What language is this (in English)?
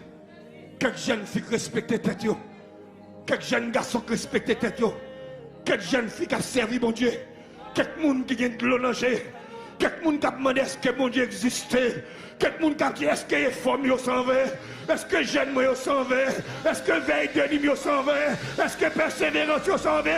Haitian Creole